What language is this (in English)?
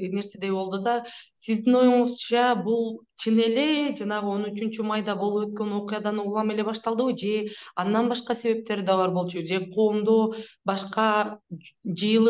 Kyrgyz